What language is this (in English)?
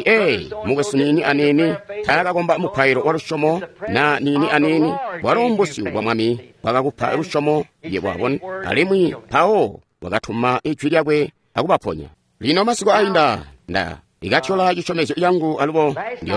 Tonga (Zambia)